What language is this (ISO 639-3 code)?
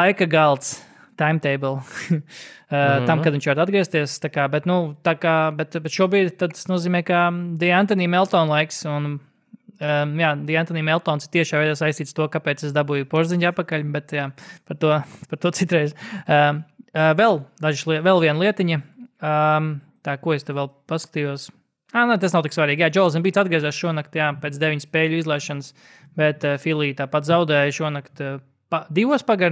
lav